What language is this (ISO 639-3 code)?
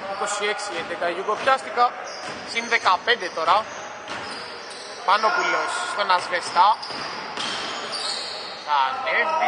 ell